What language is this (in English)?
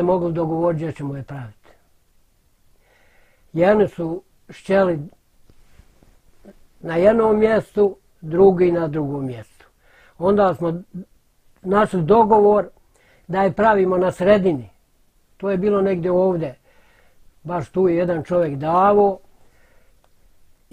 Bosnian